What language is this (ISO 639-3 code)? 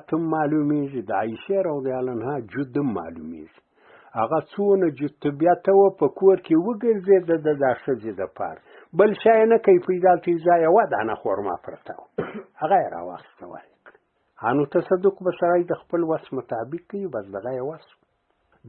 pus